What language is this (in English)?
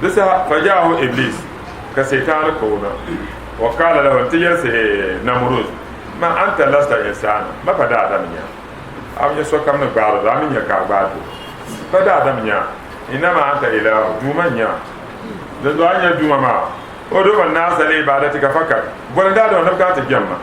Dagbani